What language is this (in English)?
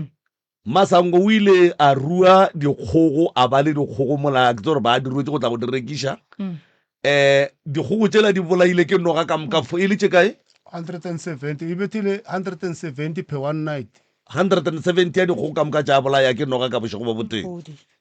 Northern Sotho